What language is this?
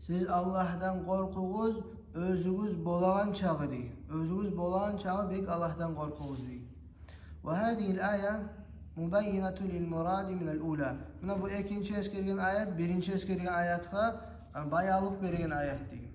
Kumyk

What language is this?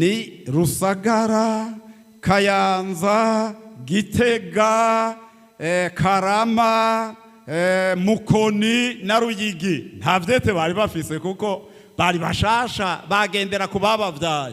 Rundi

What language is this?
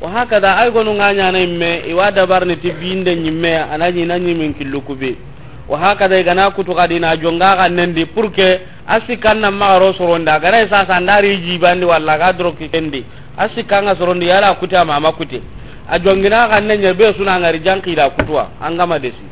Soninke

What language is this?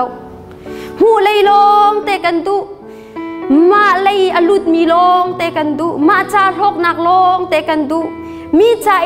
Hakha Chin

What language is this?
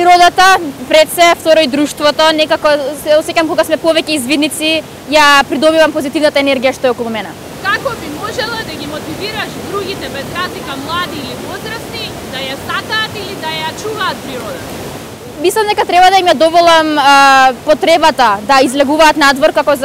Macedonian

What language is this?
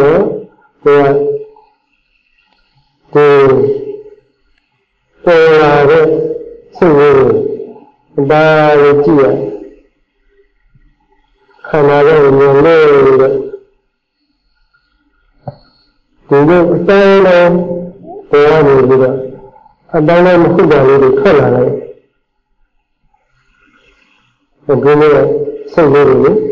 Burmese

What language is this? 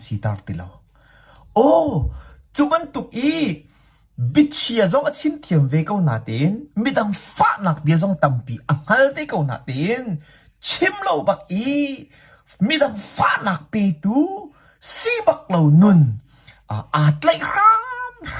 Hakha Chin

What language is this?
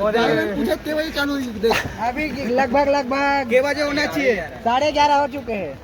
Chhattisgarhi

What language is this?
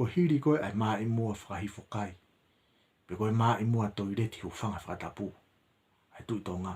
Tongan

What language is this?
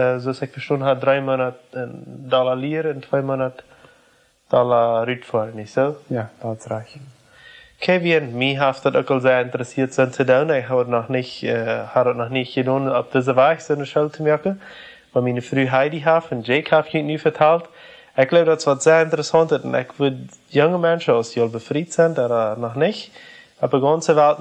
Plautdietsch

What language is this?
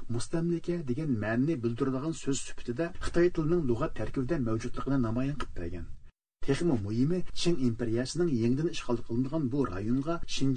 Uyghur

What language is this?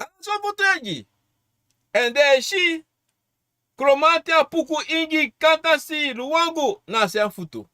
Sranan Tongo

